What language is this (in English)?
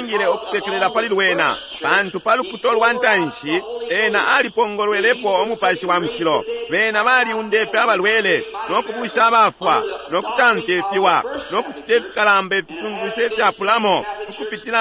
Bemba